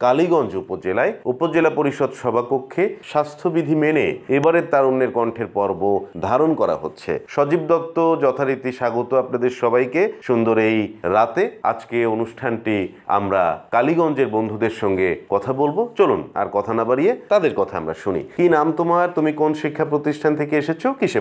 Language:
Bangla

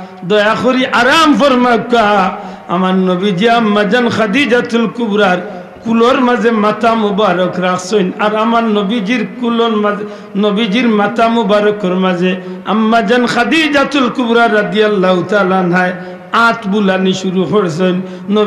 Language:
Sylheti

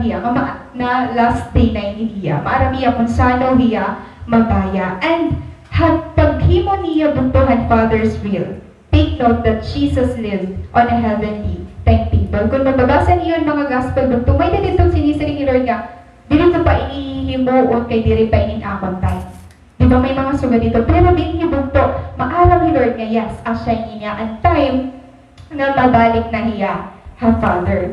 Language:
Waray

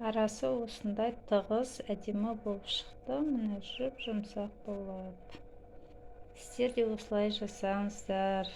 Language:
Kazakh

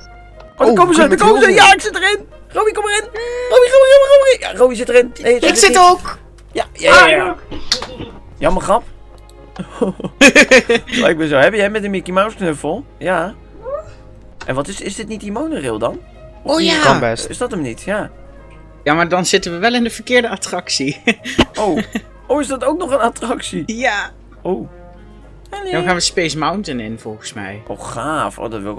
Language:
Dutch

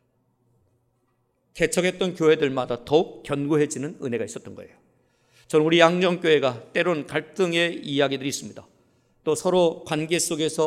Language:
Korean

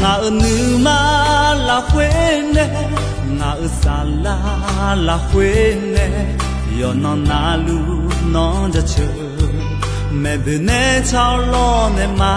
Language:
Akha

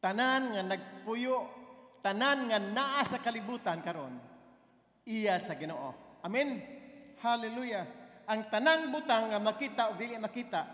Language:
Cebuano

